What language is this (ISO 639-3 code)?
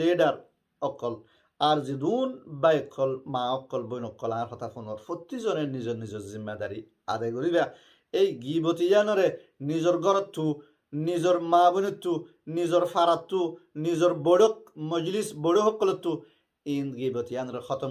rhg